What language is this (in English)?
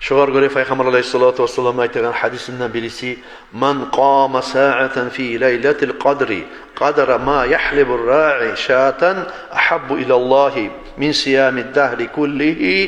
Kumyk